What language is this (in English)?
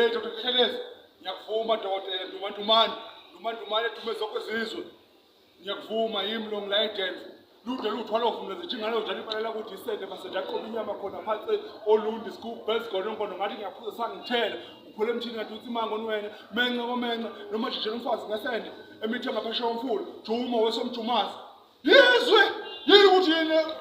Zulu